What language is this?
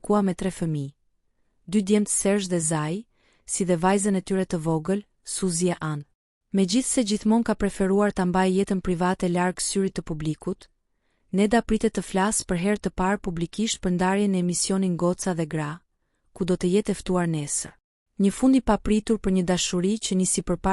Albanian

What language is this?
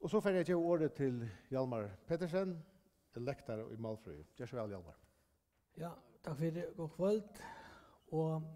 Faroese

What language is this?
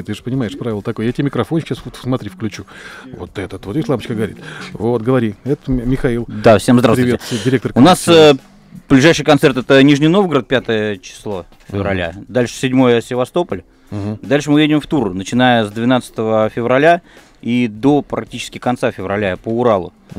Russian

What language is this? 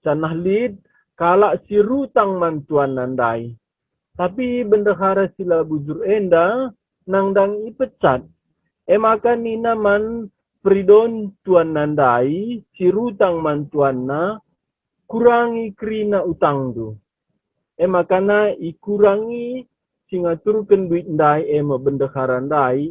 Batak Karo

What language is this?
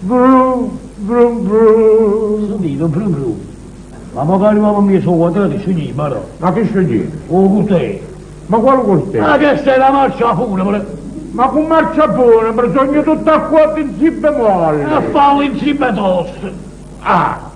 Neapolitan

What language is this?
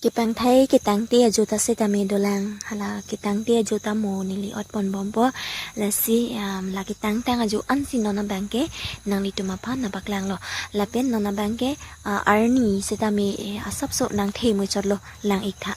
Karbi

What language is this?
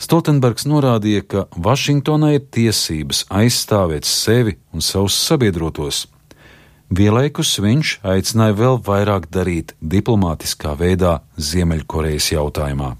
Latvian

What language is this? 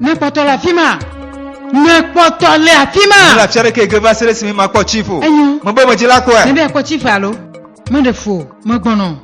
Ewe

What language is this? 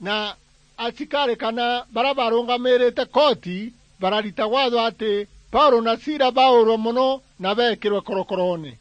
Meru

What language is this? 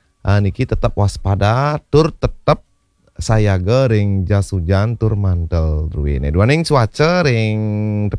Balinese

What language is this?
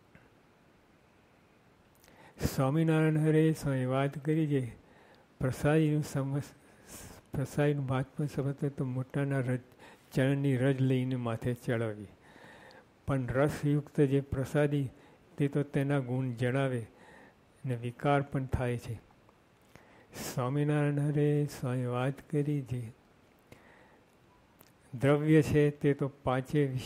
Gujarati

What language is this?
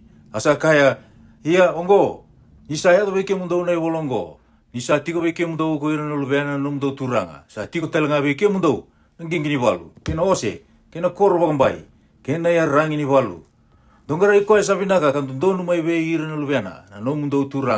Fijian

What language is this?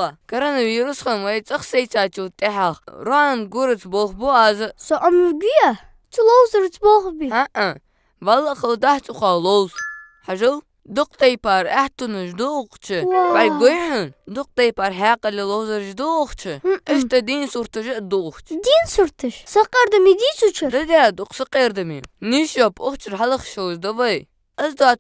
Ingush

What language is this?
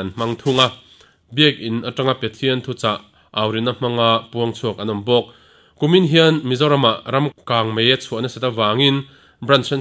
Mizo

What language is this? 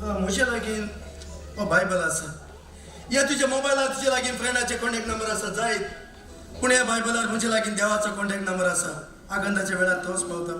Konkani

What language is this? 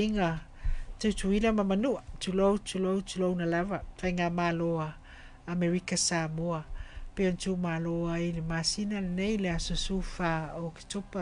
Samoan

